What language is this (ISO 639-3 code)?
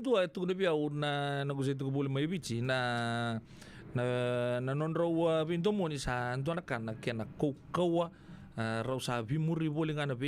fij